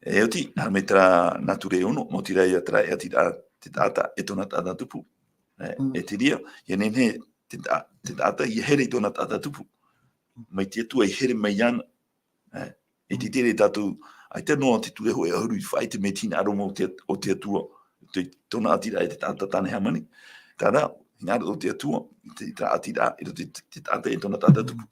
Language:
Tahitian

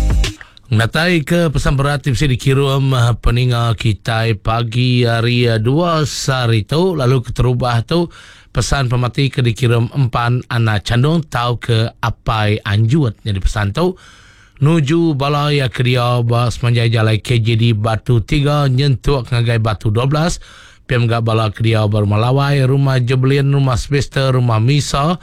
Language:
Iban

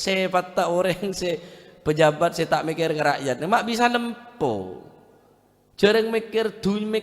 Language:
Madurese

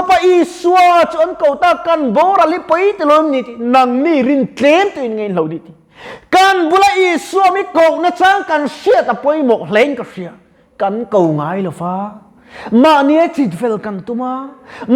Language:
Mizo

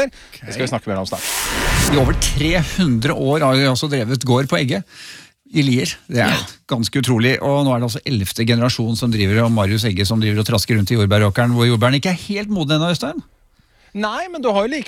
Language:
Norwegian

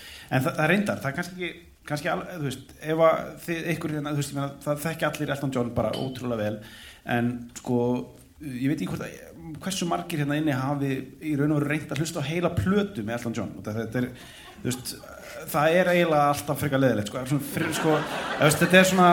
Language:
Icelandic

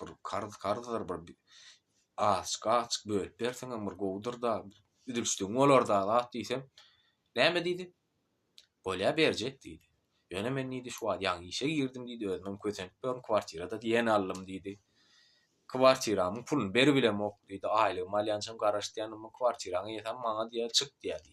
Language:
Turkmen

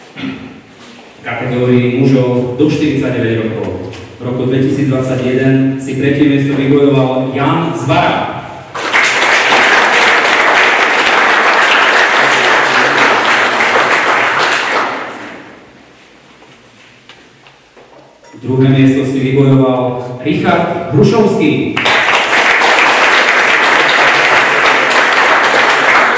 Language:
Slovak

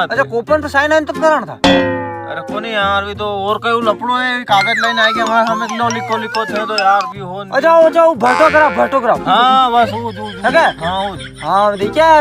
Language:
Rajasthani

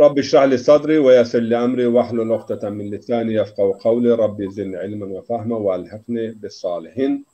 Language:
Zaza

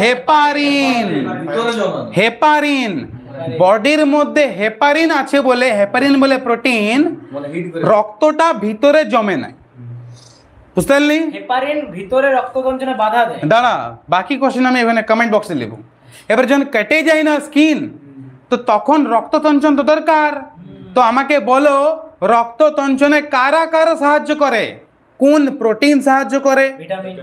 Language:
Bangla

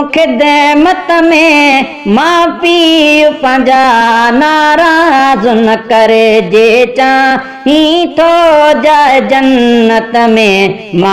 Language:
Sindhi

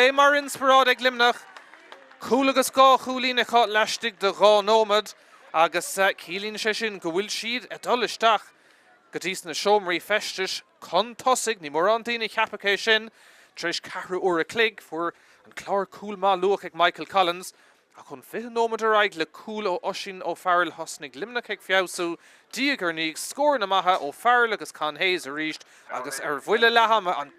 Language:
Irish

